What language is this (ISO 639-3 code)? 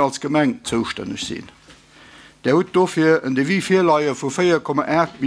ltz